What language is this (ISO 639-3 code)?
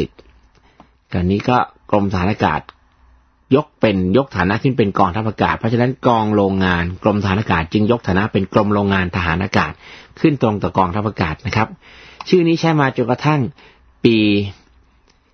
tha